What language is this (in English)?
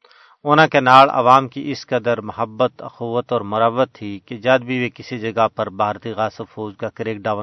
Gujari